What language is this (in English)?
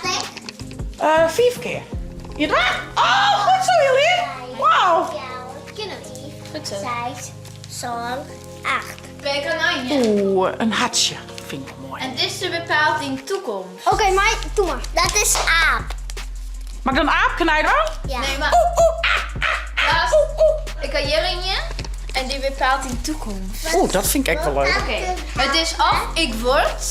Western Frisian